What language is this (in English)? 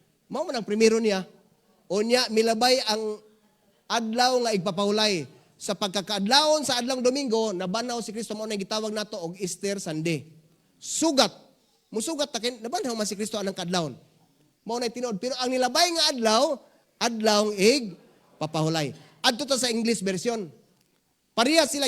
Cebuano